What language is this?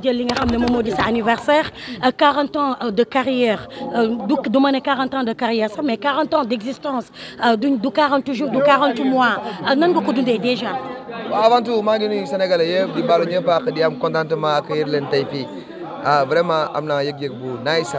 Wolof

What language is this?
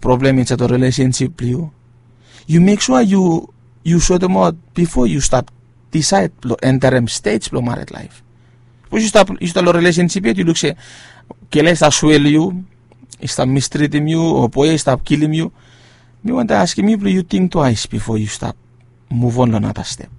Bislama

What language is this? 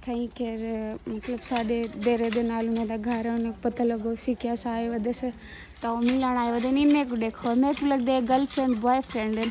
Saraiki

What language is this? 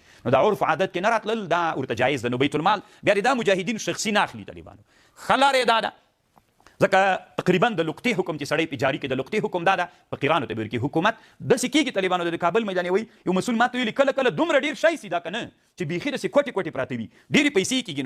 Pashto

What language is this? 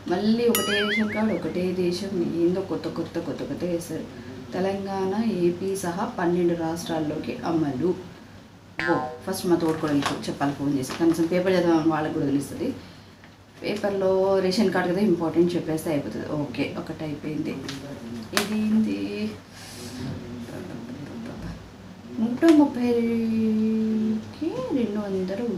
Telugu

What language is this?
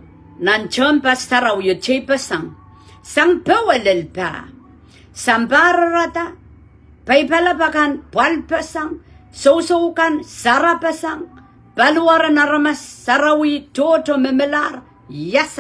Pohnpeian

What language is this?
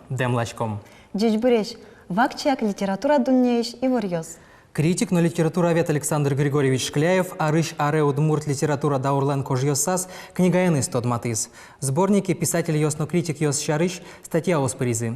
Udmurt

